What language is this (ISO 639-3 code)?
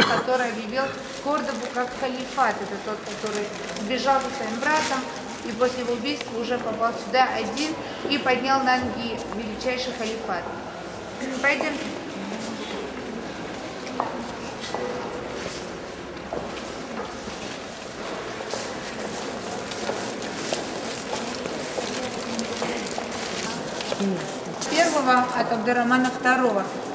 rus